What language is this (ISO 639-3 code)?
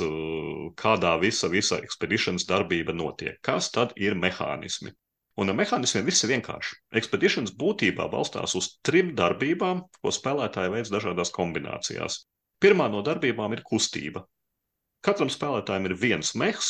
lav